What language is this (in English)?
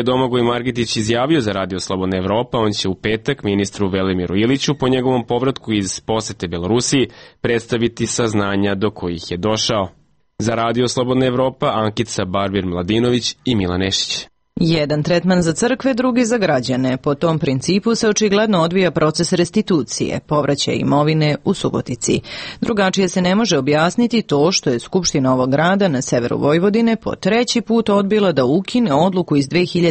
Serbian